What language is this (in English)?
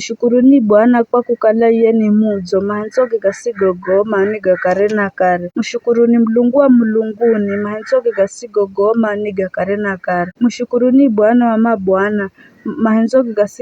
Giryama